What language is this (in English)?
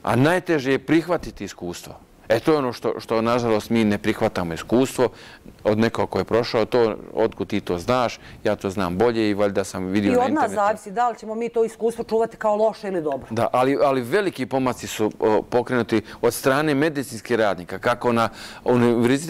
Bosnian